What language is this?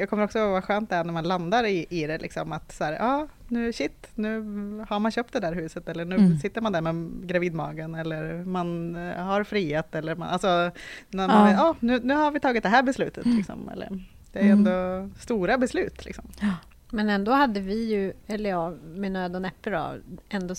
Swedish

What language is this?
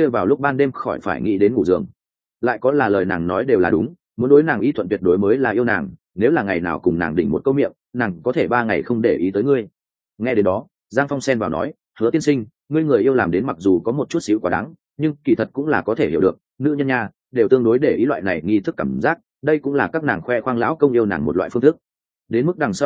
Vietnamese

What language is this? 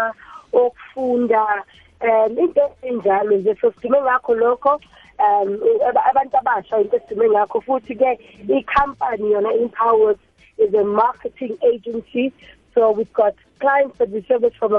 South Ndebele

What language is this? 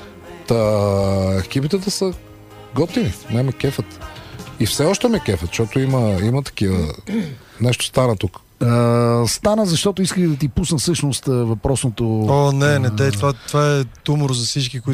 Bulgarian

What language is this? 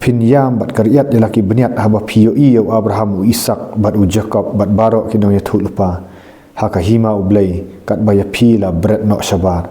Khasi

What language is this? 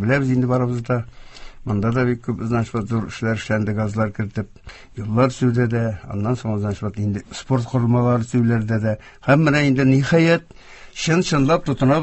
Tatar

